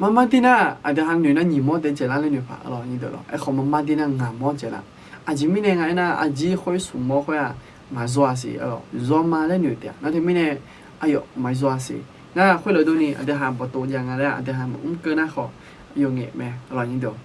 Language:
Akha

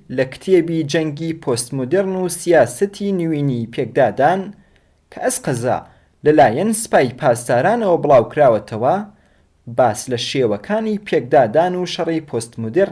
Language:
Central Kurdish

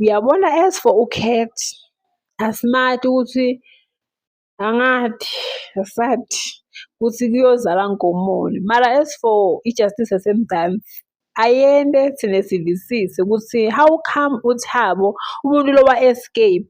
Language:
Zulu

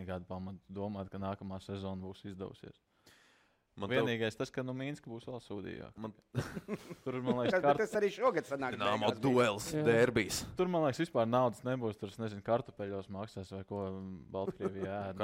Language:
Latvian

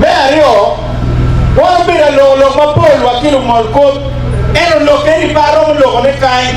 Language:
Acoli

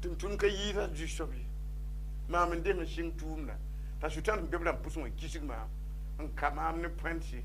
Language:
Mossi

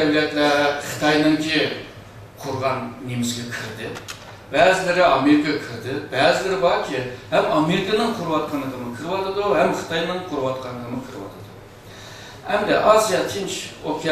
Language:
Uyghur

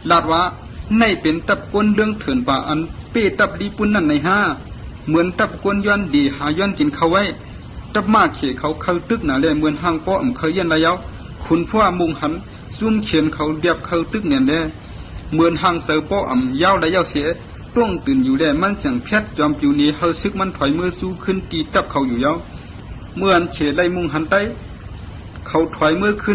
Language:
Shan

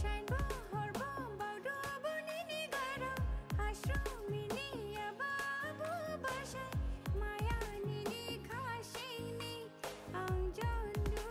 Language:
Dimasa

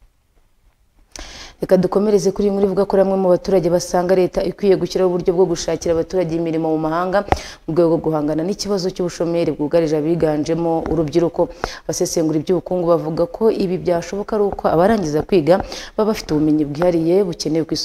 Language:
Kinyarwanda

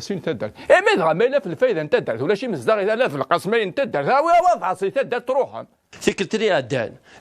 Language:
Kabyle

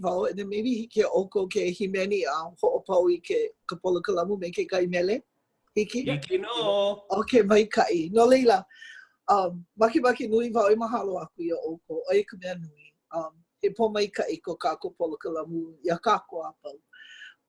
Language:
Hawaiian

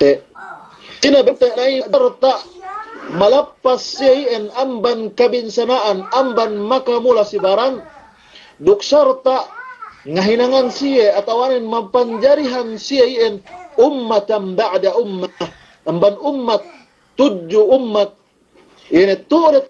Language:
Yakan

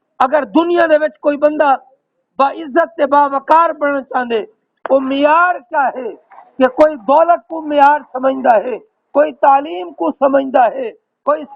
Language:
Saraiki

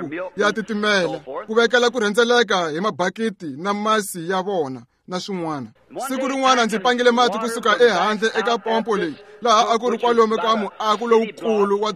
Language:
Tsonga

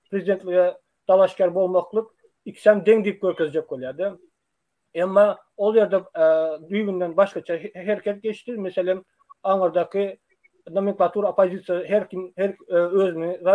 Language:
Turkmen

